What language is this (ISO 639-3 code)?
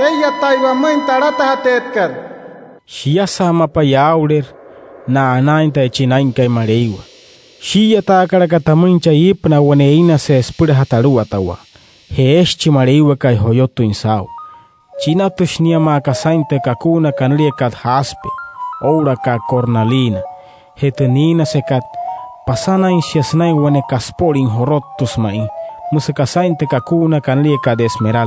guc